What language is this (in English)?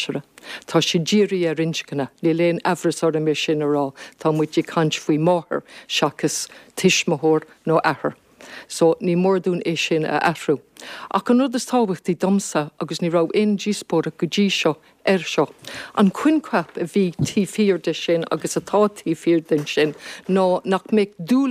Irish